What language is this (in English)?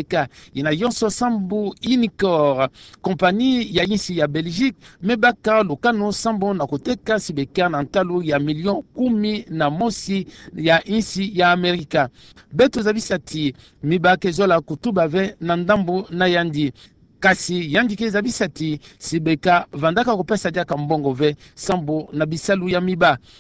Kituba (Democratic Republic of Congo)